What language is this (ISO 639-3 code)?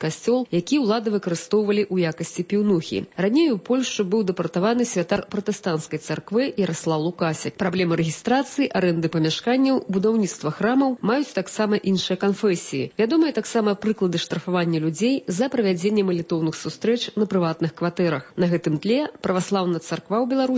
bel